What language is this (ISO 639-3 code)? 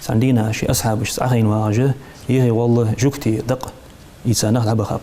inh